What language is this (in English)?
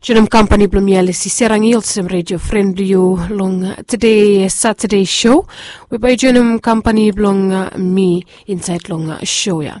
Bislama